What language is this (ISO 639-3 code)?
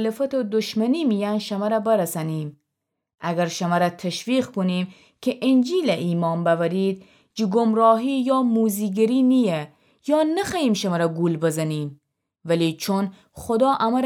glk